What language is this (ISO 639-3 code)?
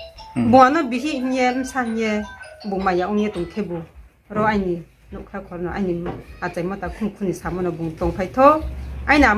ria